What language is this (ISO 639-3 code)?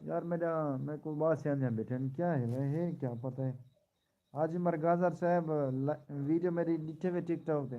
skr